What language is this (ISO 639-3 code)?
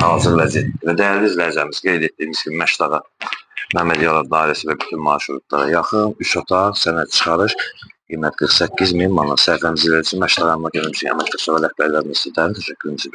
aze